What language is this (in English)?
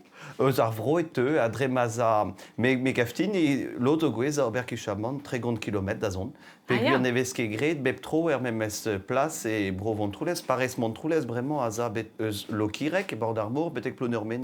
Breton